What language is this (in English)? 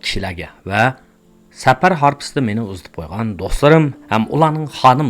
Uyghur